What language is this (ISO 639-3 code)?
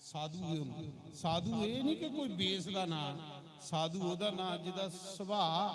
doi